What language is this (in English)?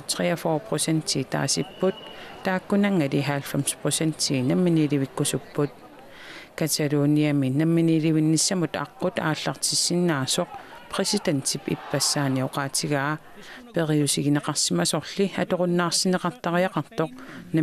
Kalaallisut